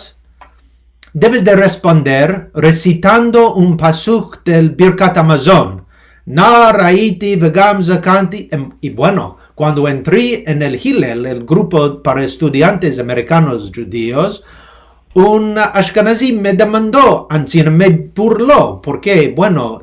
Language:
Ladino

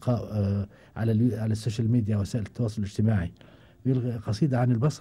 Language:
Gulf Arabic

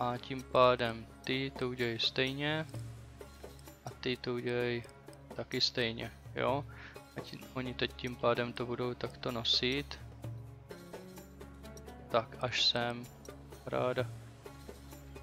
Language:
Czech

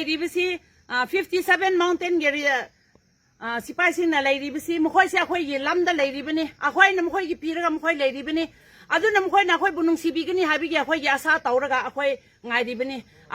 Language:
Manipuri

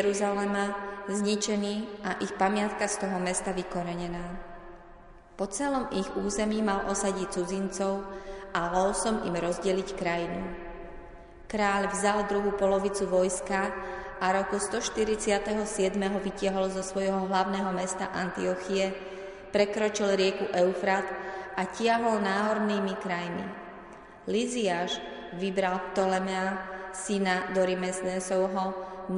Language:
Slovak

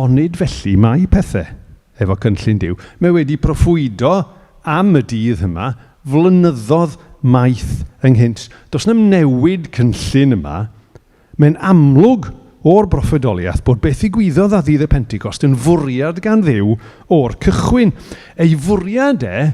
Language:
Welsh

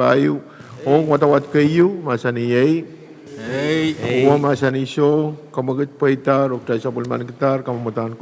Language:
Pohnpeian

